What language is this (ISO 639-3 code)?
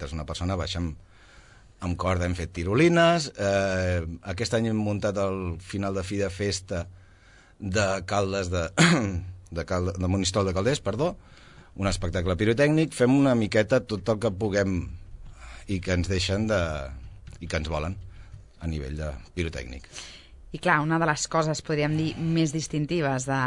cat